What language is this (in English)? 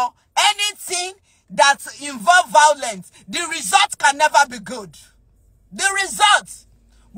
Yoruba